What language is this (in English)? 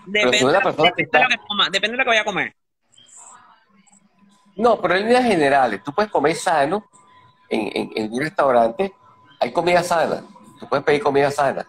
Spanish